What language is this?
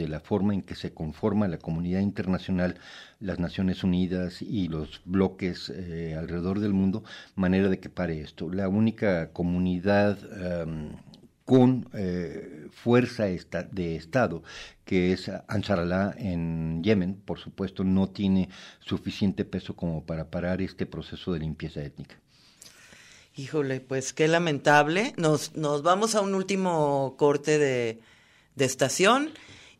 Spanish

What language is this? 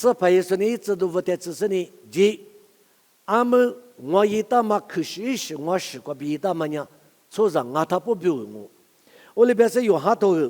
Lisu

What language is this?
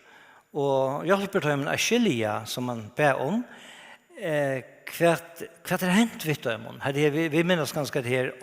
Faroese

